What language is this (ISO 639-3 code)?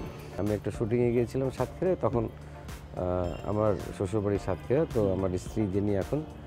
ben